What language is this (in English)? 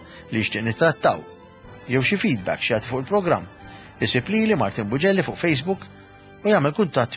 Maltese